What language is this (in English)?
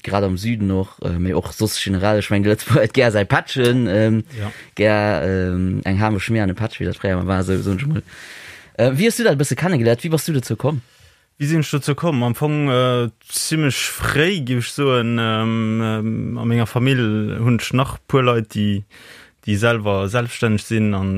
Luxembourgish